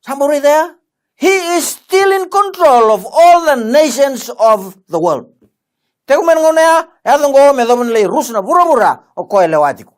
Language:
Fijian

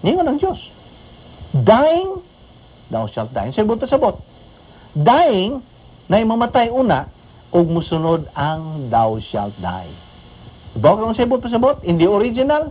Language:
Cebuano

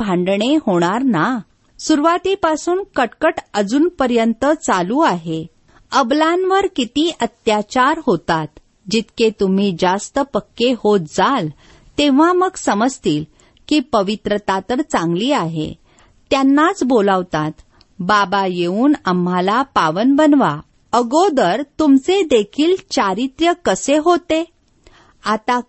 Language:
Marathi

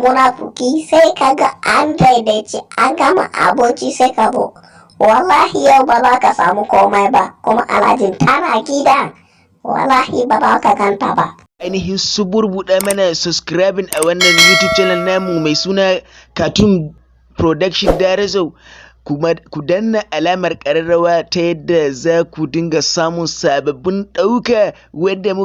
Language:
Hausa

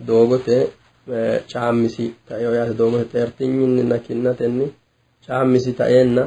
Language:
Sidamo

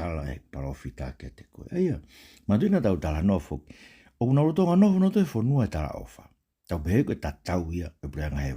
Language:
Tongan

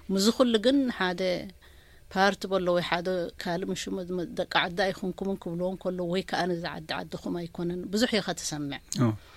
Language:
Tigrinya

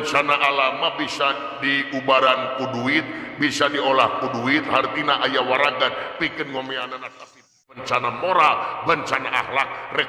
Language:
Sundanese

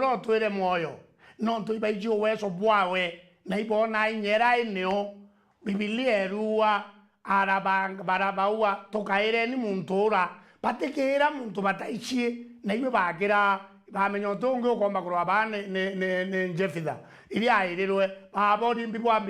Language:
Meru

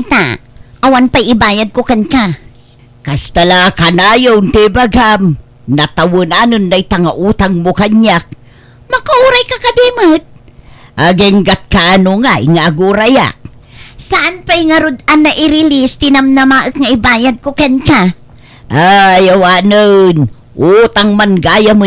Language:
Iloko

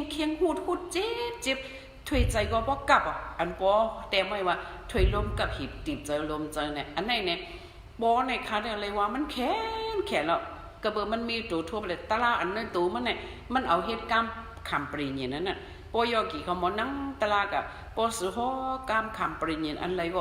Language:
Shan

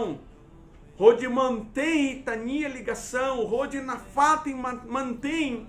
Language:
Tetum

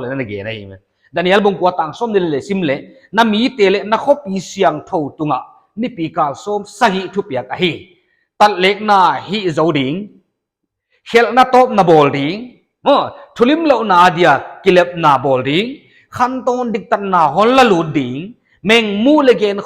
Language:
Paite Chin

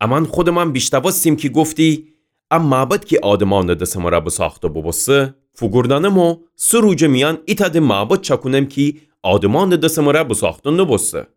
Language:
Gilaki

